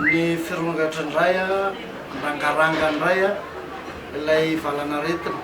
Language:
Malagasy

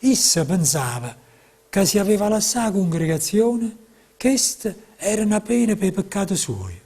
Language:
Neapolitan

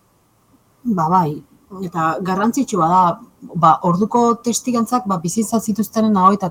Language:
Basque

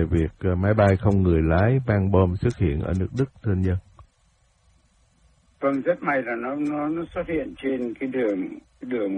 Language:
Vietnamese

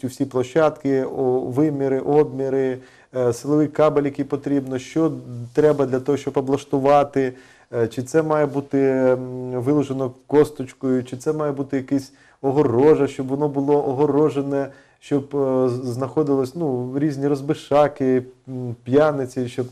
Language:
Ukrainian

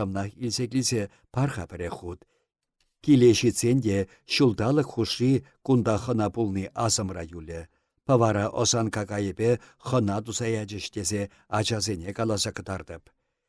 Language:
Chuvash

